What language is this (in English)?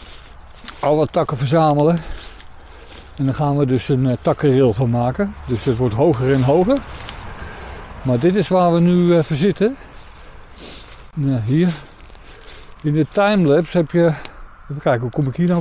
Dutch